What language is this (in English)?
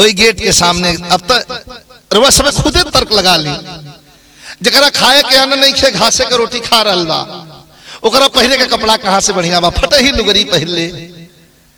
Bhojpuri